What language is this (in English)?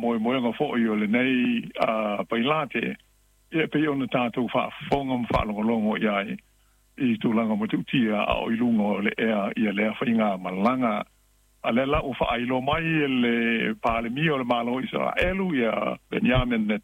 Samoan